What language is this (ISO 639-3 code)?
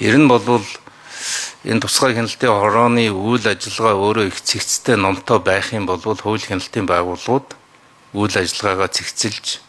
mon